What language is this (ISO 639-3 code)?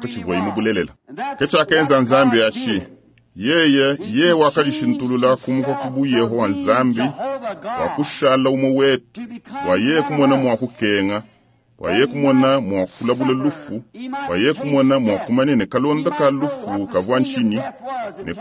lua